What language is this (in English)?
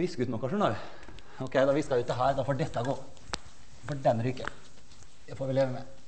Norwegian